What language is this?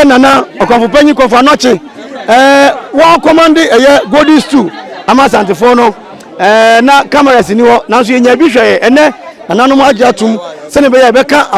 Akan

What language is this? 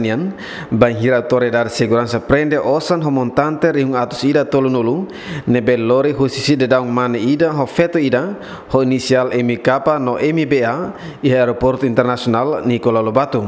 Tetum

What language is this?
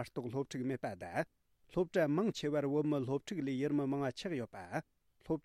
Tibetan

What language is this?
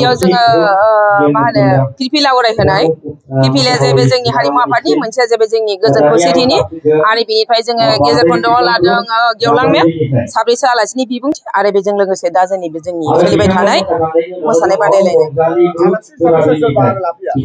Bodo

